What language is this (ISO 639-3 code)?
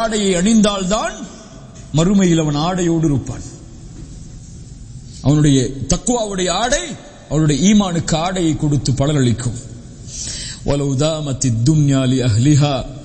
tam